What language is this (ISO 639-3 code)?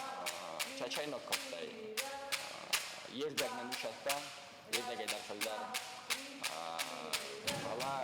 oss